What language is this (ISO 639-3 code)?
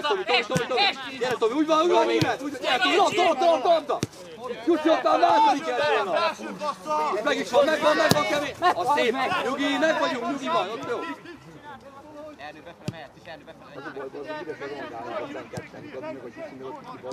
hun